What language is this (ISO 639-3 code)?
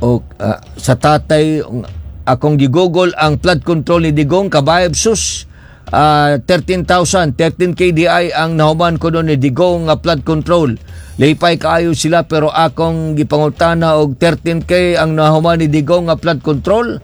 ceb